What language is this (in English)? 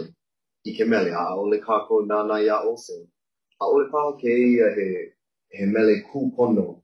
Hawaiian